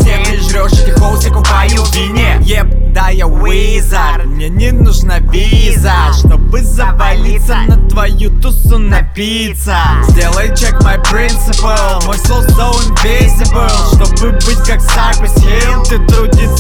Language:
Russian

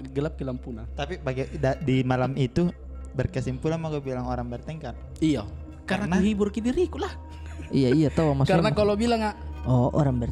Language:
Makassar Malay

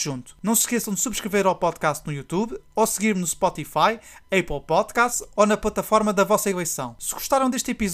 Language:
Portuguese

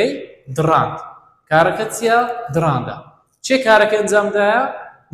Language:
Central Kurdish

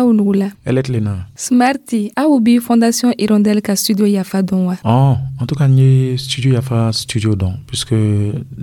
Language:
Dyula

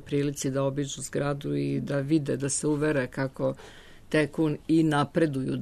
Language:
Serbian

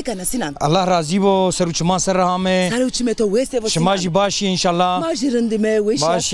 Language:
Zaza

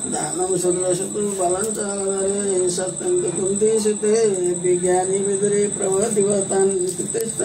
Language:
Nepali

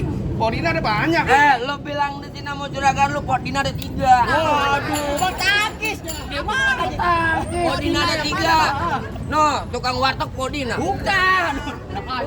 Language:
Betawi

